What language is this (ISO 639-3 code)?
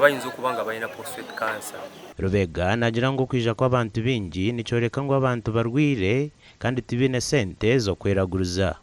nyn